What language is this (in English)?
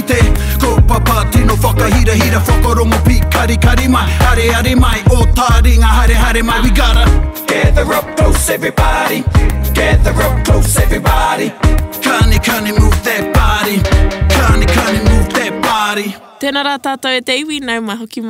Māori